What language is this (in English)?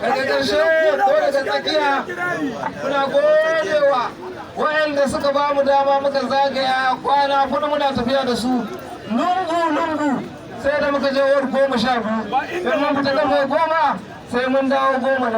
Hausa